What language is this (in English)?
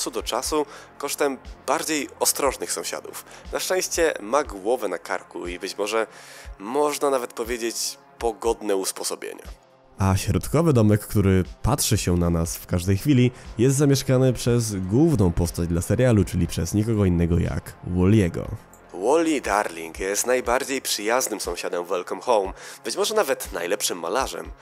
Polish